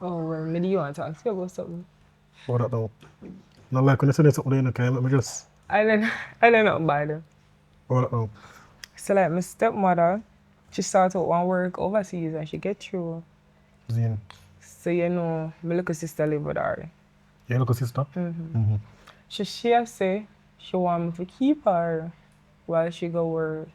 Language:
Jamaican Creole English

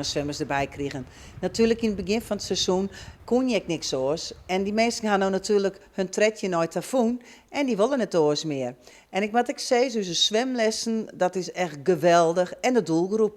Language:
Western Frisian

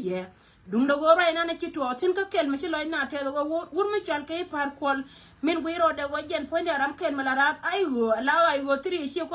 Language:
Nuer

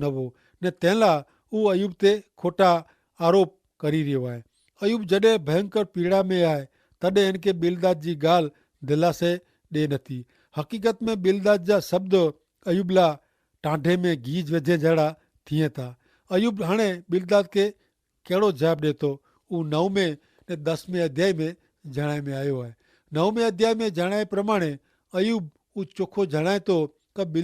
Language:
Kachhi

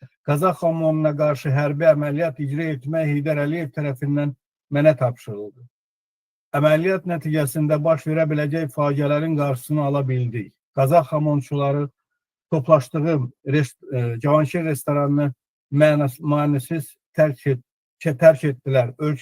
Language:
Azerbaijani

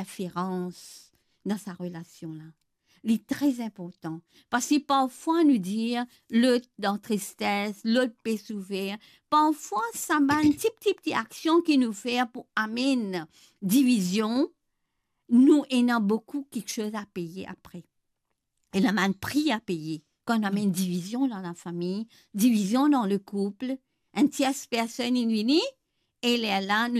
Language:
Morisyen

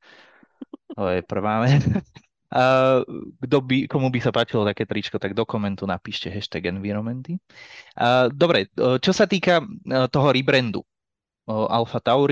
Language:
Czech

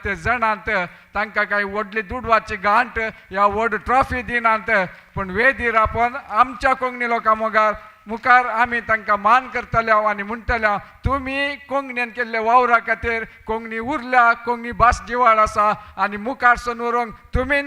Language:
Konkani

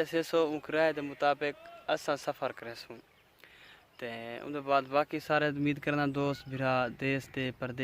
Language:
Saraiki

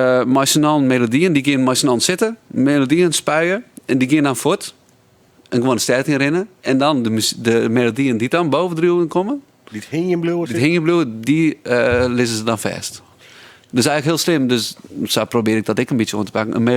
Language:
Western Frisian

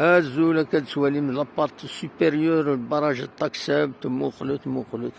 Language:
Kabyle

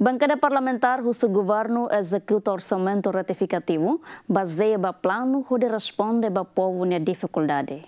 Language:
Tetum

